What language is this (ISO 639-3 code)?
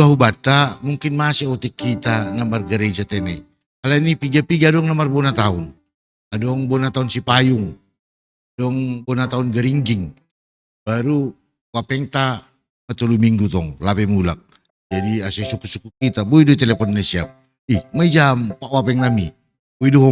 bts